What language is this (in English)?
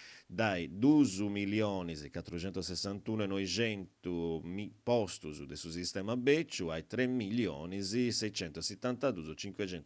Sardinian